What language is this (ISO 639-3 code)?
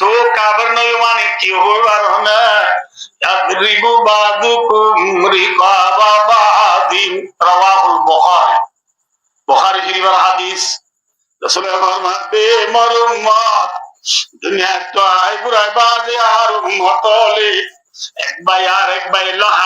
rhg